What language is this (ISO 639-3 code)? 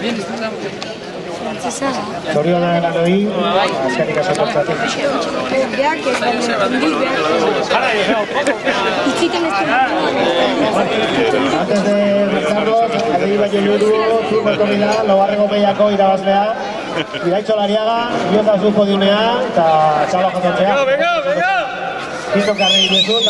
eus